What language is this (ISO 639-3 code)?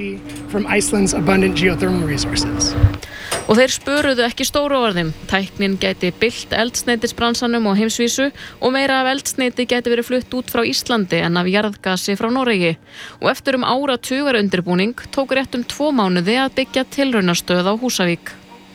isl